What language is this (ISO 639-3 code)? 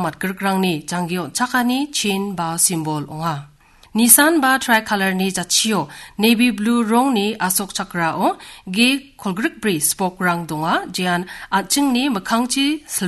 grt